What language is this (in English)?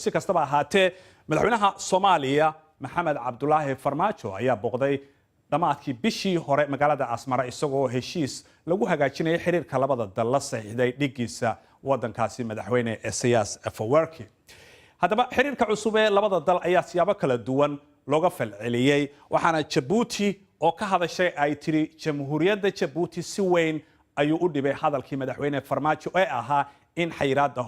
Somali